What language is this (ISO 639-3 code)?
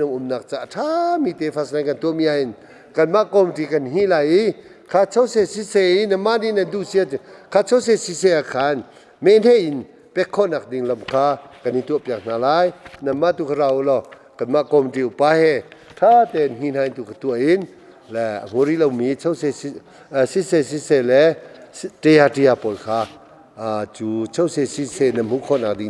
cnh